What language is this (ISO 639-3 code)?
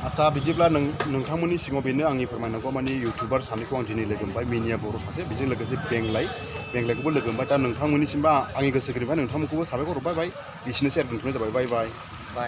brx